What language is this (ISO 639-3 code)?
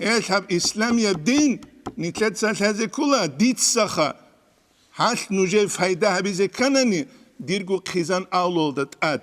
ava